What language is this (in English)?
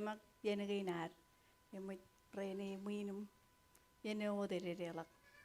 Marshallese